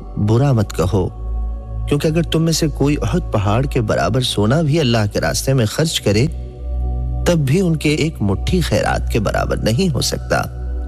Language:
Urdu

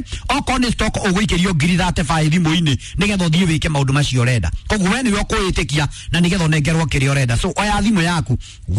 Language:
Kikuyu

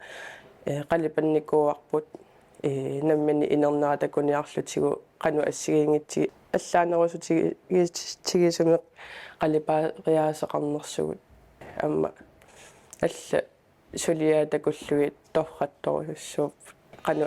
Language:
Kalaallisut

